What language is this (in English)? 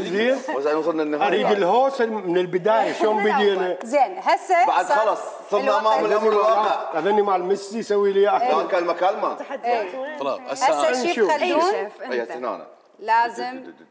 Mesopotamian Arabic